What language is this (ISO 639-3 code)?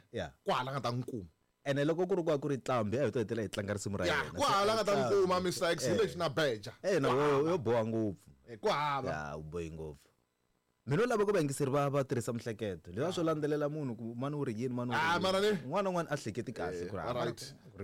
tso